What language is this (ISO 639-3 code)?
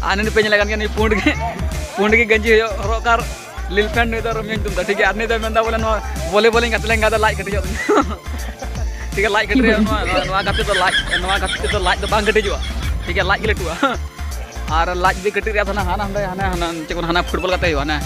sat